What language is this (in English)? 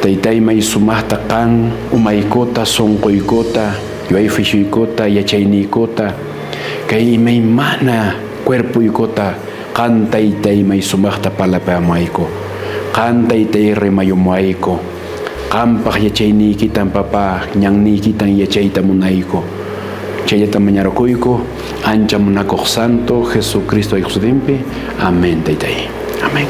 Quechua